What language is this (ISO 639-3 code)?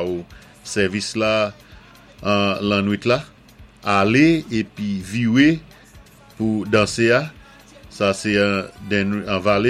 acf